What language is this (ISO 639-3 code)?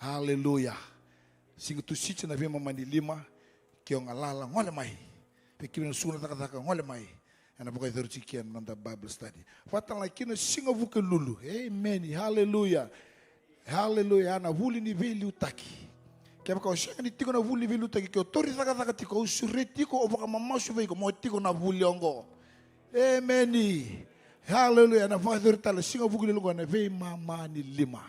fij